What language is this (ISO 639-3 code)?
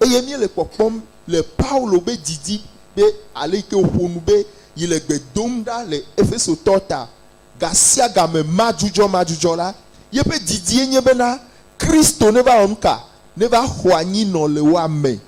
ewe